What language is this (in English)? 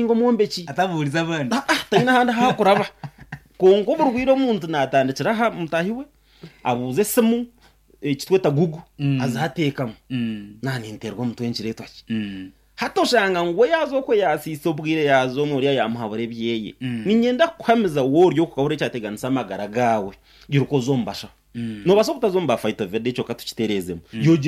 Nyankole